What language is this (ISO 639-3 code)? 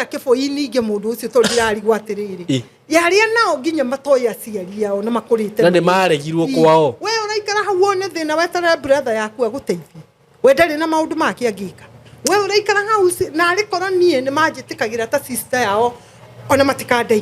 kik